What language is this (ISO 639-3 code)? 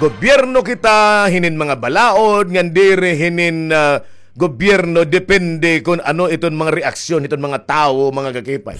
war